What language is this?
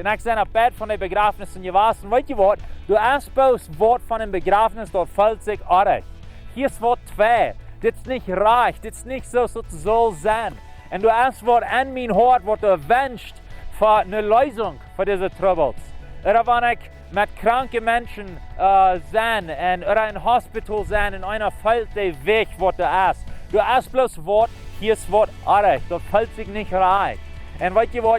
Plautdietsch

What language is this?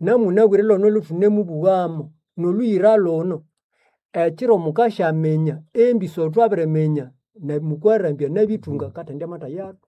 Nande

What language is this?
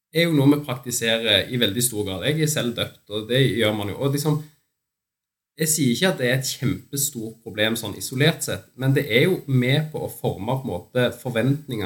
Norwegian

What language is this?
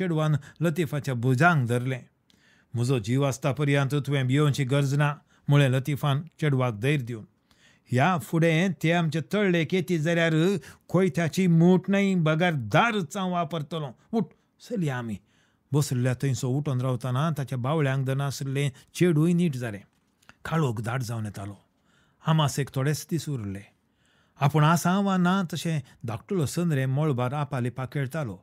Konkani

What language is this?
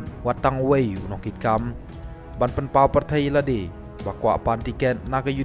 Khasi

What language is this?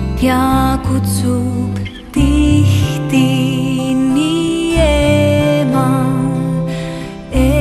Estonian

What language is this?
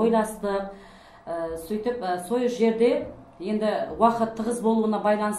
Kara-Kalpak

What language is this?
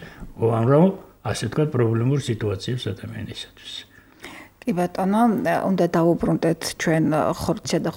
Georgian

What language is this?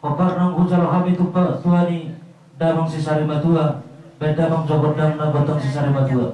Batak Toba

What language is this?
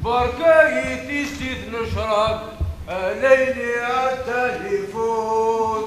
Kabyle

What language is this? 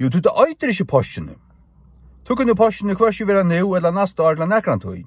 Faroese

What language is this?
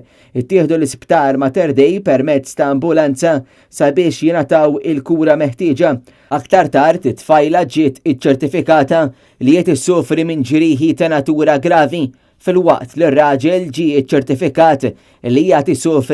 Maltese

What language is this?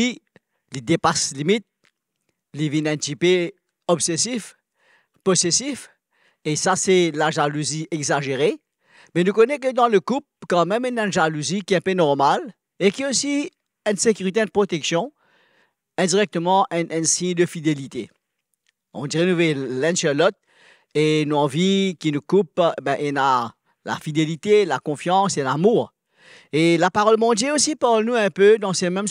Morisyen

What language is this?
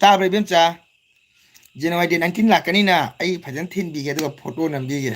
Manipuri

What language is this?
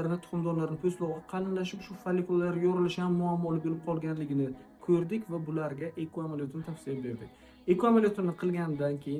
Uzbek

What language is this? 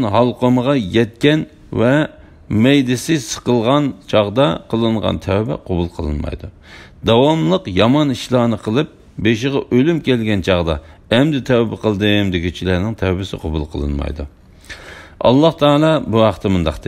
Uyghur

